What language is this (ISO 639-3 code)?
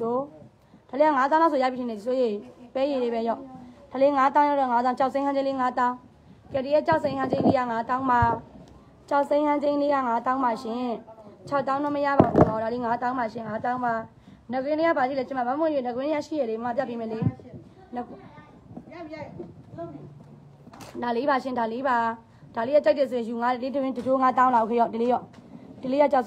mya